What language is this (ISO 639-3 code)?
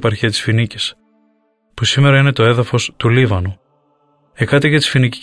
ell